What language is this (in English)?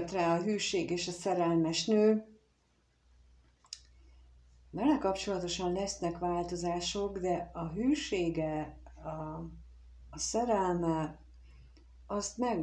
Hungarian